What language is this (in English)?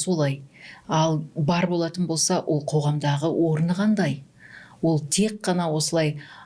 Kazakh